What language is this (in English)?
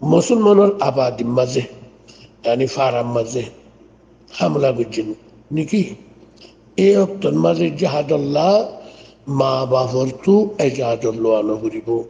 Rohingya